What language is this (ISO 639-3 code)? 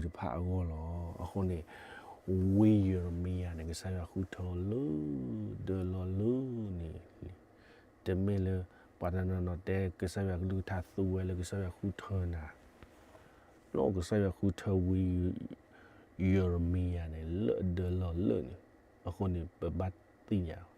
ksw